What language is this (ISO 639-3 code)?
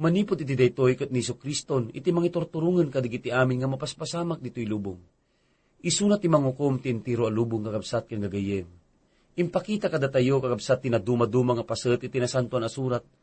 ilo